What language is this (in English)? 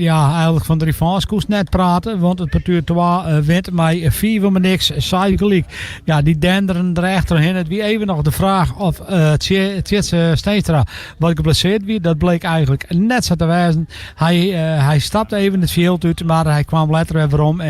Western Frisian